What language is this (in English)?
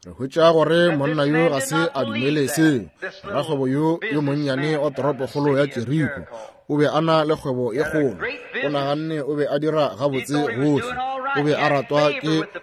Northern Sotho